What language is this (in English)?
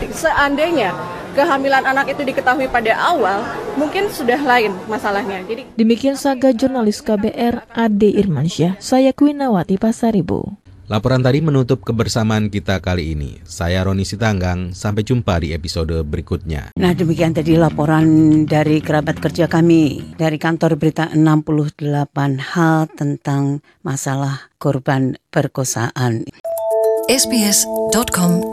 Indonesian